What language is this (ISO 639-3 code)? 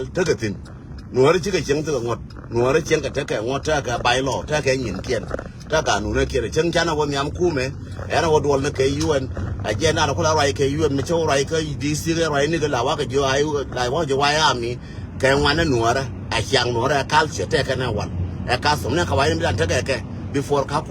nus